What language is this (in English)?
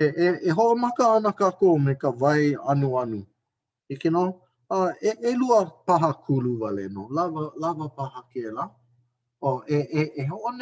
Hawaiian